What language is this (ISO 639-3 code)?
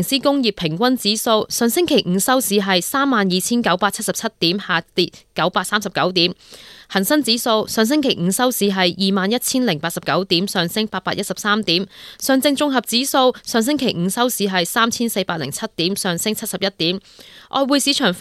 yue